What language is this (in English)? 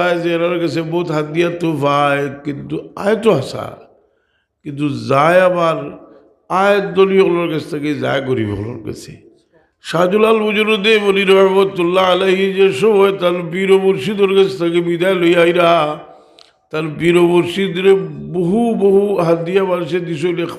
Sylheti